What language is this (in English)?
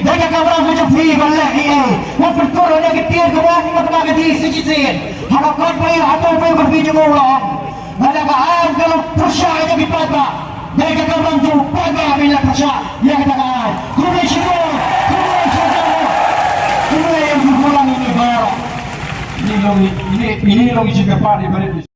Khasi